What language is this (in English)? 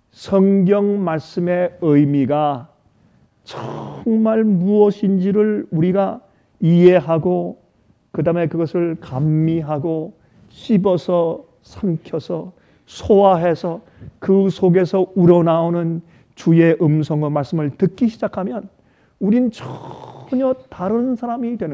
Korean